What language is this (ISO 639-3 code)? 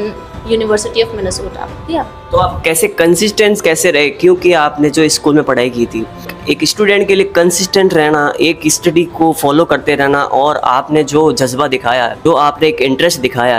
hin